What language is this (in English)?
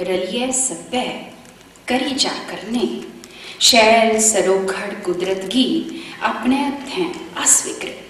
Dogri